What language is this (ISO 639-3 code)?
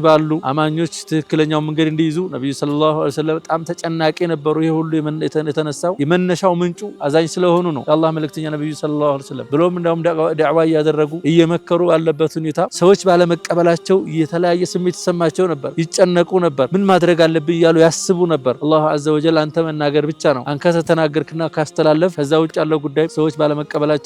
amh